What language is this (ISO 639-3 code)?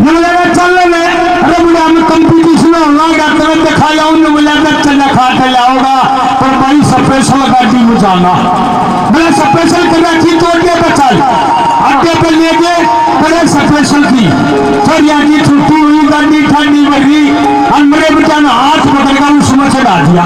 bgc